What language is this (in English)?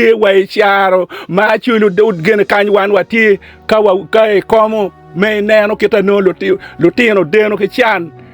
Acoli